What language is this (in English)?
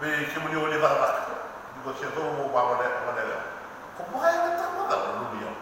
Fijian